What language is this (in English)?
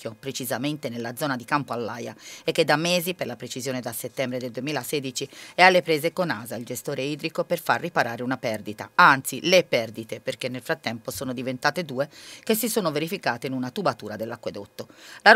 Italian